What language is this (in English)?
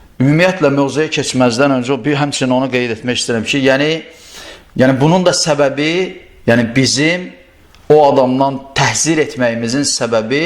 Azerbaijani